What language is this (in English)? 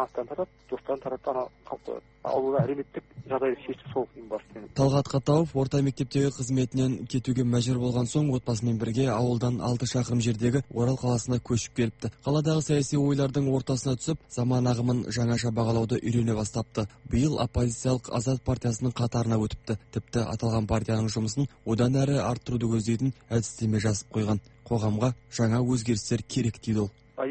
Kazakh